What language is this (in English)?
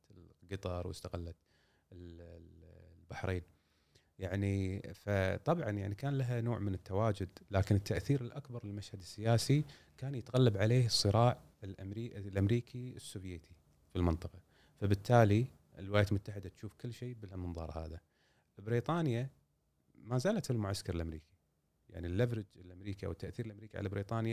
Gulf Arabic